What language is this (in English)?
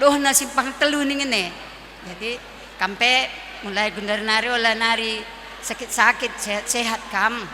Batak Karo